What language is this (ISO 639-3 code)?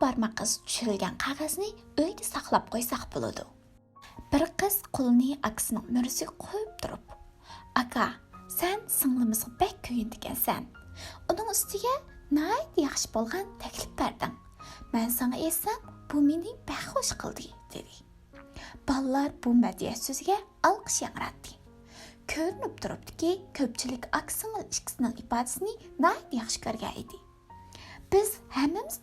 uig